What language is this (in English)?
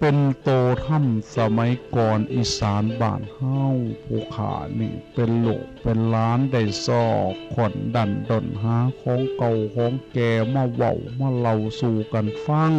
Northeastern Thai